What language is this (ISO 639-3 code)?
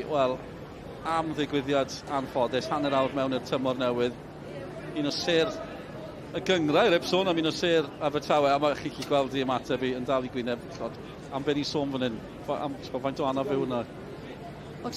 cym